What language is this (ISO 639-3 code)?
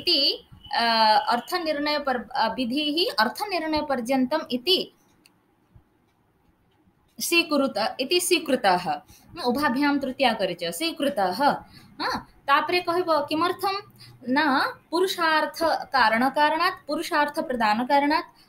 ori